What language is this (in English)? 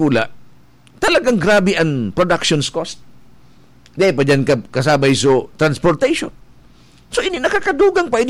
Bikol